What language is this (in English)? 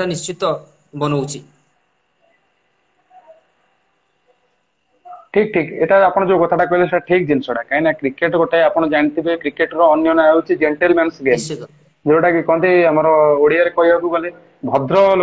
Odia